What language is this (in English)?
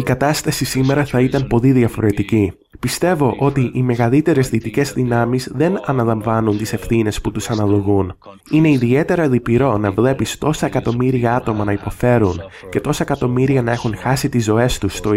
Greek